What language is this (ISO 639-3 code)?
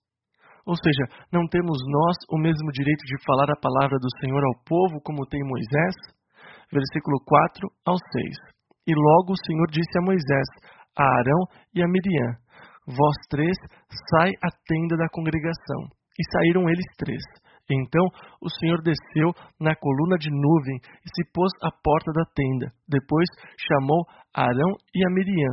por